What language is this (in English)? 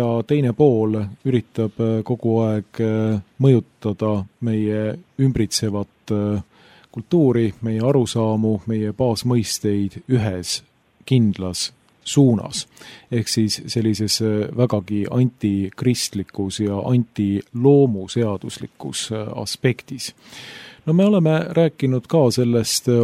Estonian